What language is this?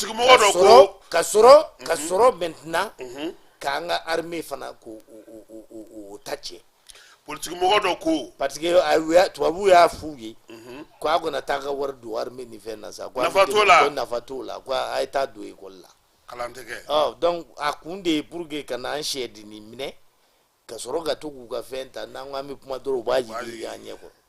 Bambara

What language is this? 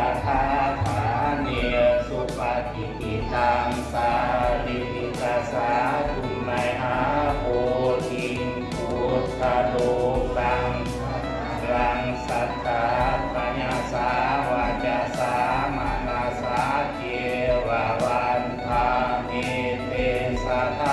Pali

